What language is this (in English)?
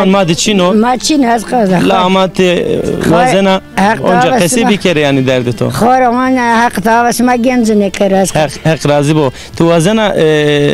Zaza